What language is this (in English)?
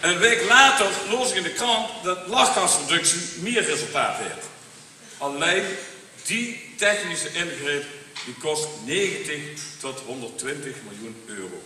Limburgish